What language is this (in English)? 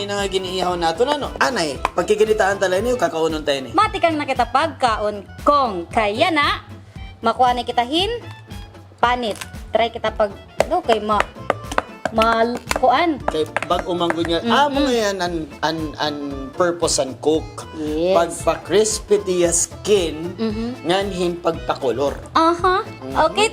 Waray